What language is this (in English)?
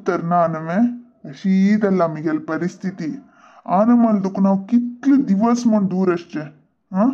Konkani